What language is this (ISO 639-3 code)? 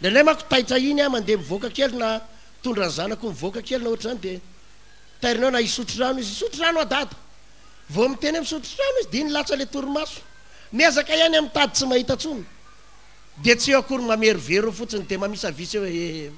mlg